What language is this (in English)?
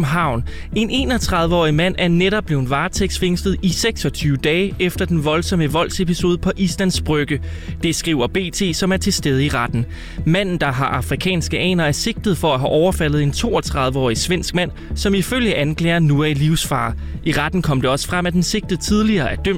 Danish